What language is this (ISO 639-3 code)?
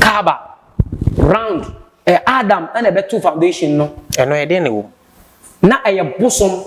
aka